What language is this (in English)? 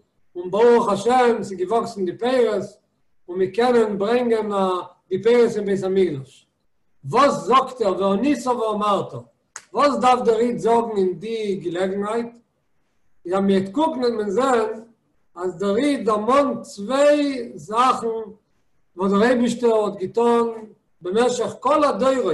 Yiddish